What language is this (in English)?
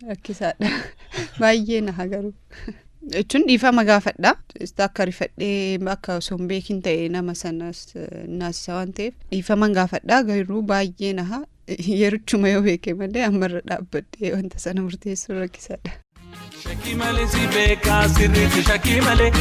Oromo